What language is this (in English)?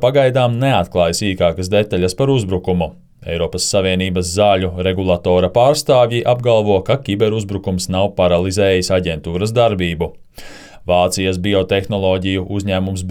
Latvian